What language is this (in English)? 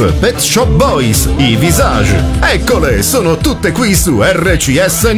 Italian